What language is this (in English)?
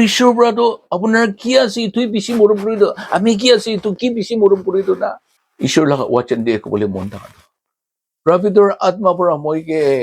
Naga Pidgin